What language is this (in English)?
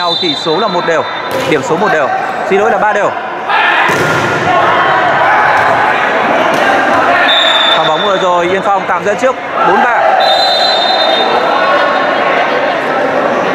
Vietnamese